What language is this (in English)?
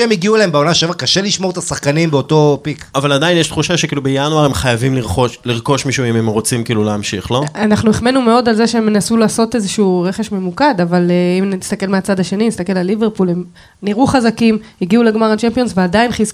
Hebrew